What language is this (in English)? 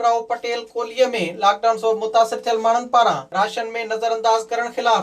Sindhi